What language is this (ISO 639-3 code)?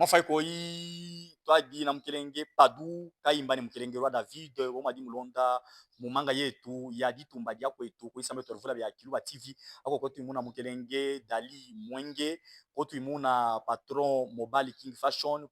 lub